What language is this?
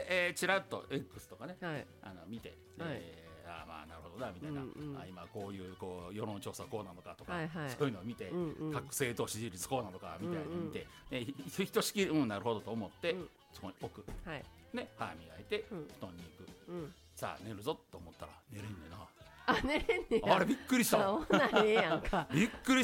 Japanese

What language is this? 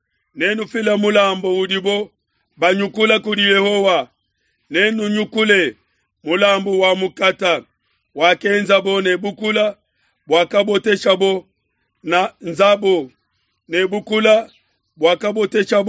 Luba-Lulua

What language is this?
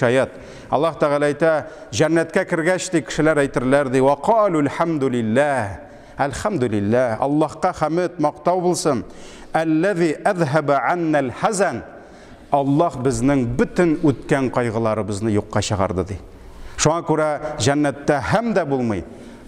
Tatar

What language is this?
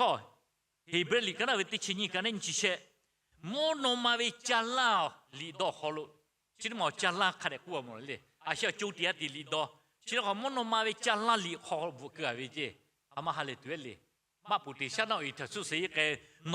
Lahu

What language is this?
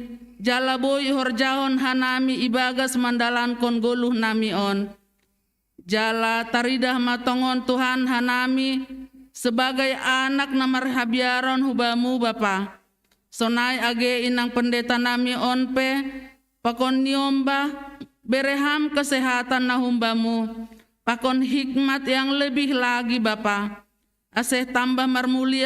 Batak Simalungun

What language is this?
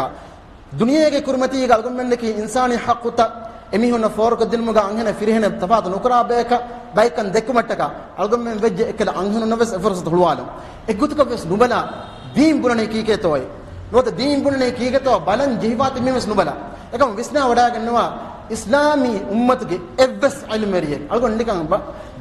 Divehi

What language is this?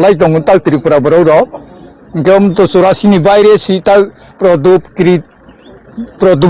Kok Borok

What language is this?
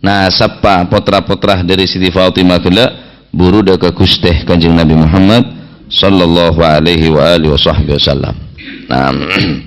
Madurese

